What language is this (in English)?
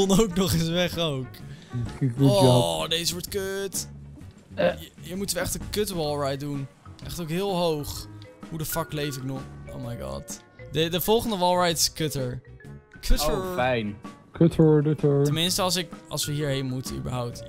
Dutch